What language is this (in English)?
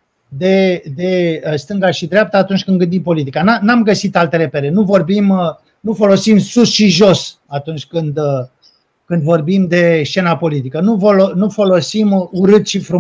Romanian